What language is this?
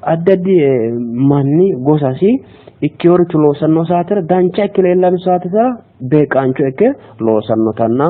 Sidamo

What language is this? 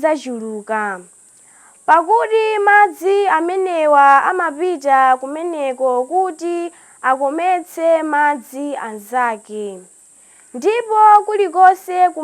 Nyanja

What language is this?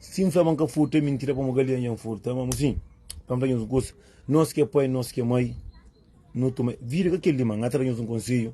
Kabuverdianu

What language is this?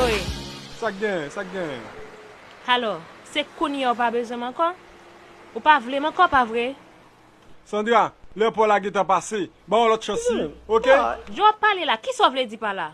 Haitian Creole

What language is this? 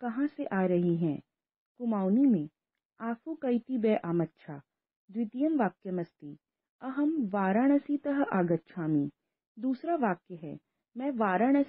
Sanskrit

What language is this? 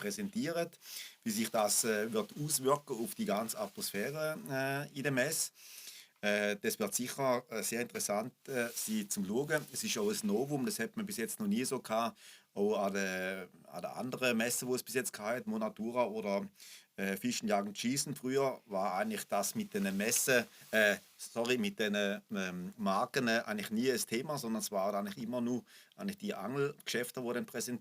Swiss German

